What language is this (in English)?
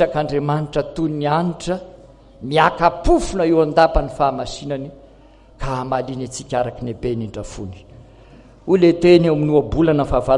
Malagasy